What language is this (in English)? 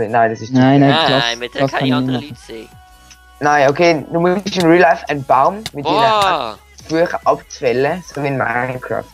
Swiss German